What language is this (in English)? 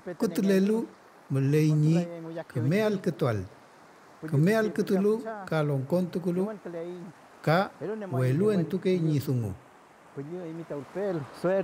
Mapuche